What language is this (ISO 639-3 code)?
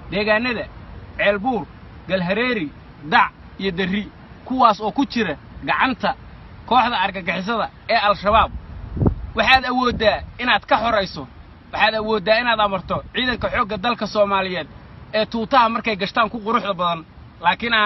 som